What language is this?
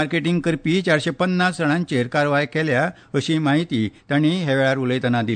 Konkani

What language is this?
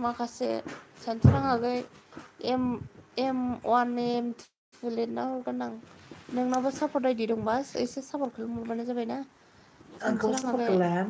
Bodo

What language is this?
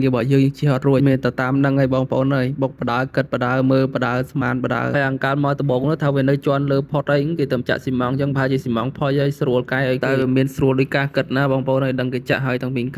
Khmer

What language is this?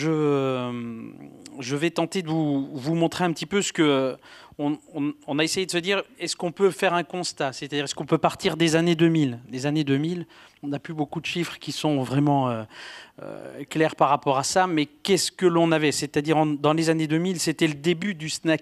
French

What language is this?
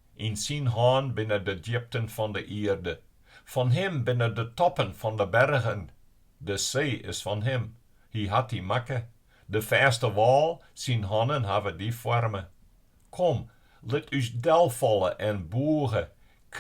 Western Frisian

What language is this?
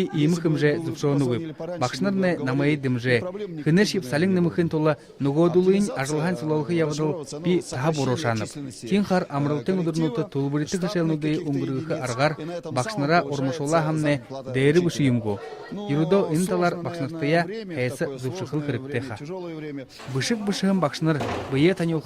Buriat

